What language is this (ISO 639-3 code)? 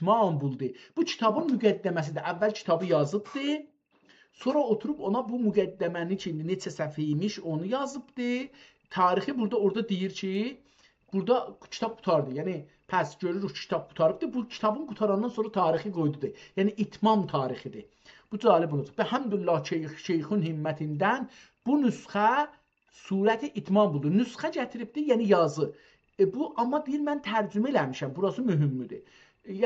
azb